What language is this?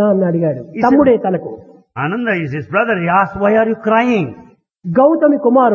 Telugu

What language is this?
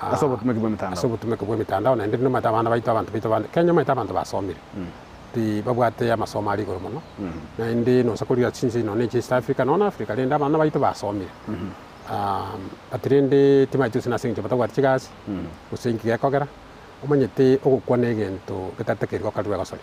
Gusii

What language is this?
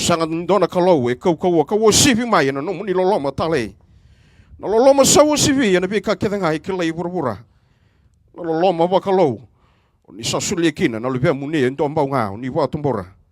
Fijian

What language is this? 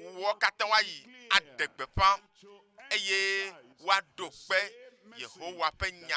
Ewe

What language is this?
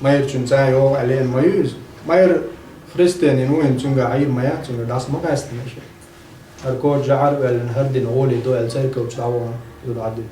Chechen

